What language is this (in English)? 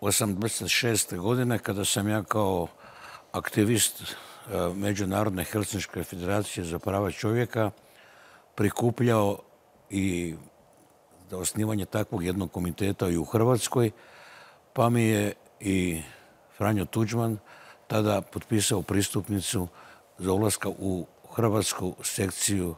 Croatian